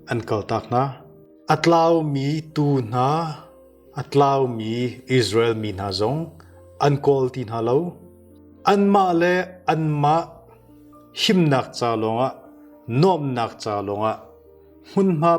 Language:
Hakha Chin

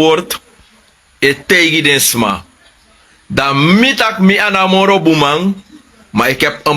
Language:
Sranan Tongo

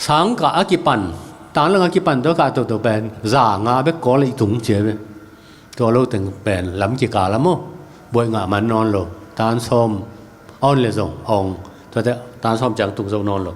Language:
Tedim Chin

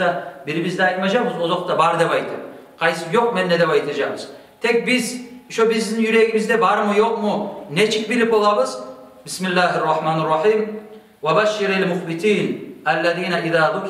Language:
Kumyk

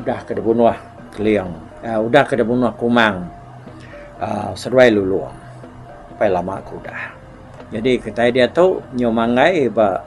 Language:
Iban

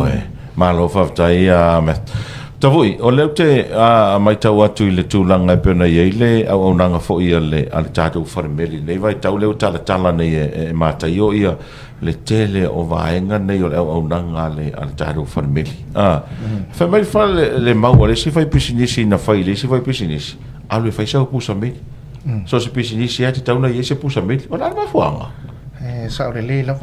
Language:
Samoan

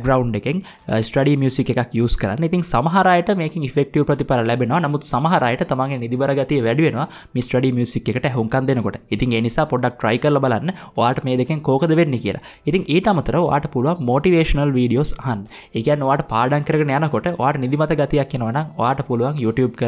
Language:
Sinhala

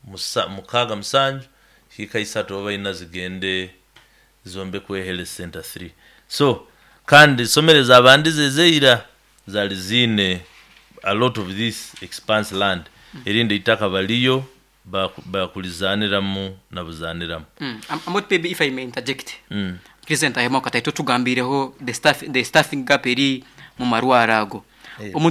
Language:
Nyoro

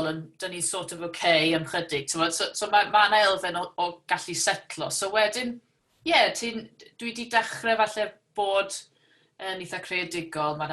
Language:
Welsh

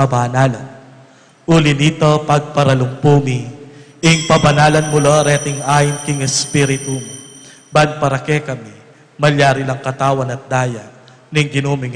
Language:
Pampanga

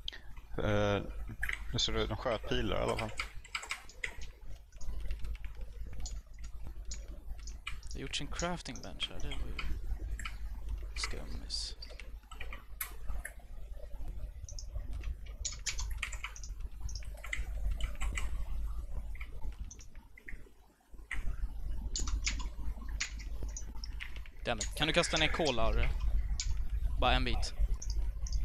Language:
Swedish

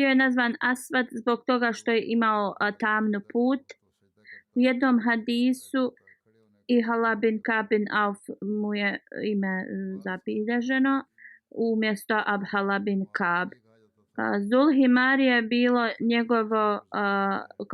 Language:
Bosnian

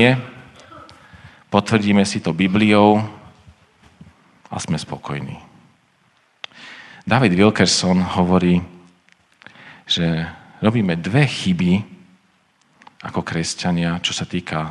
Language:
Slovak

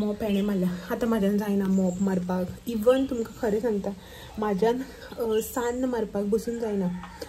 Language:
Konkani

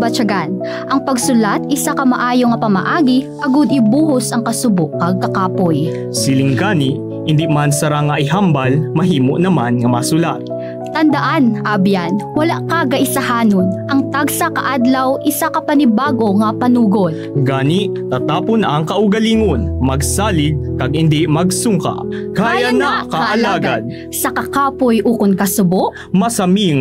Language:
Hiligaynon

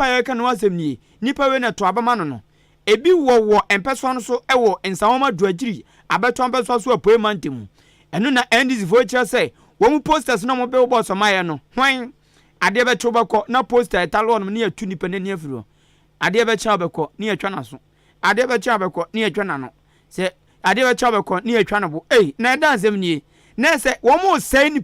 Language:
Akan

